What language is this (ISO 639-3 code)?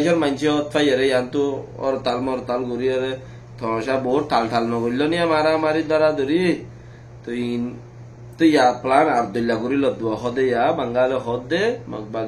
rhg